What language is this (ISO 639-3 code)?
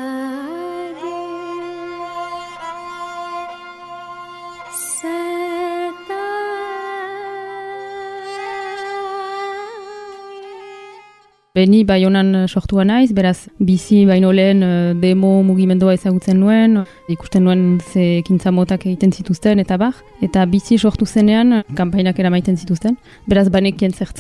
eus